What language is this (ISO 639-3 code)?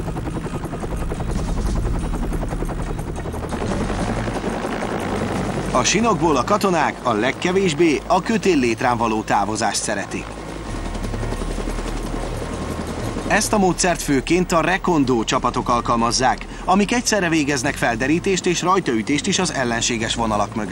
hun